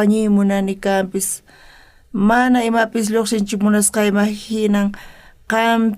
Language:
South Bolivian Quechua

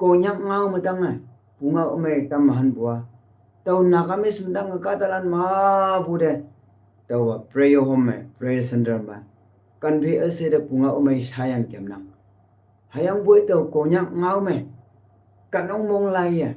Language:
Konyak Naga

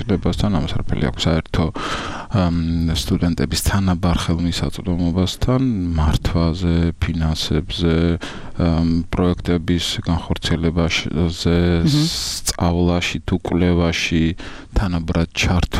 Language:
Georgian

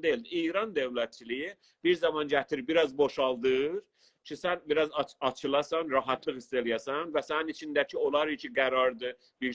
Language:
South Azerbaijani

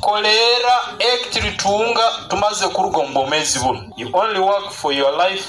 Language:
Nyankole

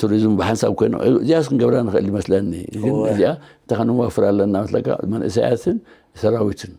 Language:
Tigrinya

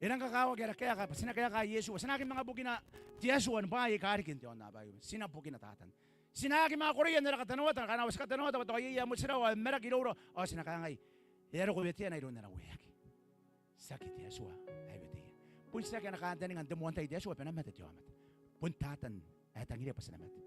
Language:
Gilbertese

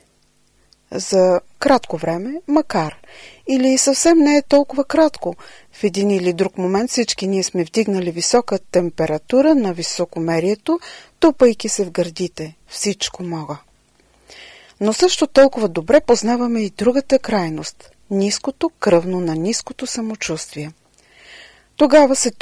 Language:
Bulgarian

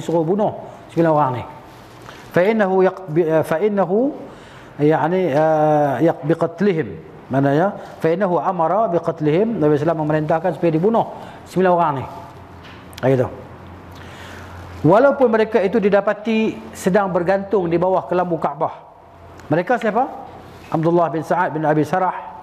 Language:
Malay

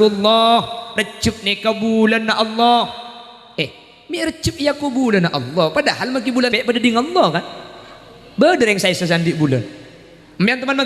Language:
Madurese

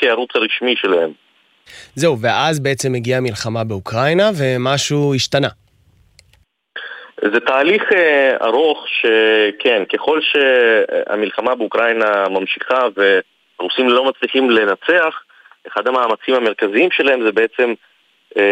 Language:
Hebrew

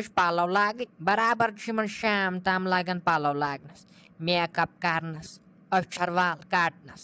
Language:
Kashmiri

